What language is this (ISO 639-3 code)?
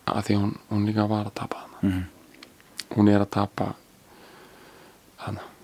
isl